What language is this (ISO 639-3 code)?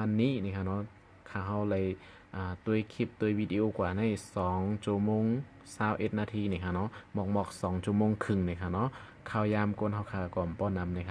shn